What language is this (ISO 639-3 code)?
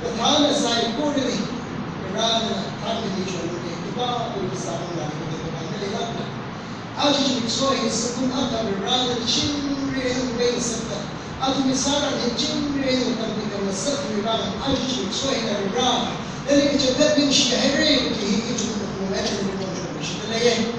nmf